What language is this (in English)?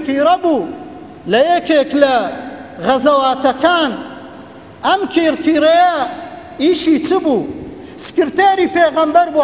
Central Kurdish